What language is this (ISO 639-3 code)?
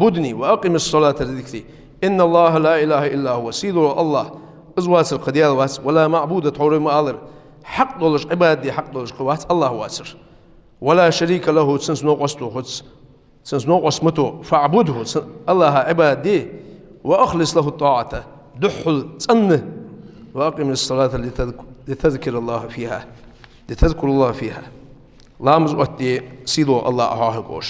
inh